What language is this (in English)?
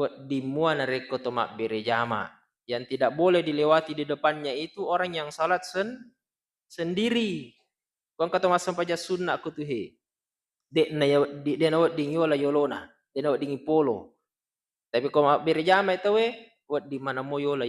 Buginese